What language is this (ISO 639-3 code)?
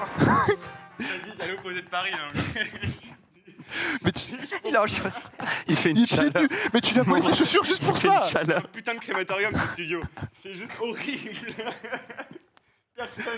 fra